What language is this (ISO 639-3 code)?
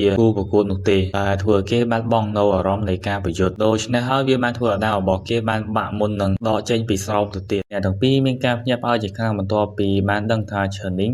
khm